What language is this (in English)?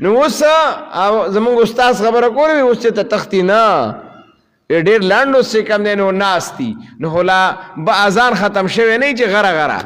Pashto